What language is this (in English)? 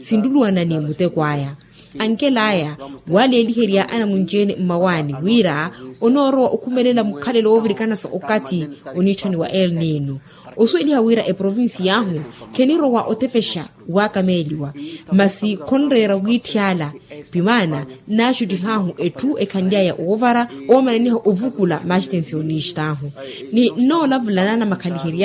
Makhuwa